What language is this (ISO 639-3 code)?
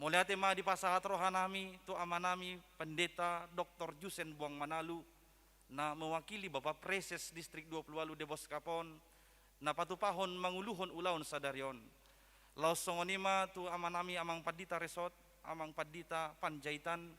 bbc